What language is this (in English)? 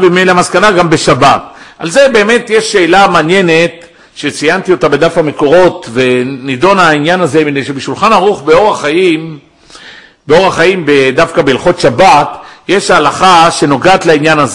Hebrew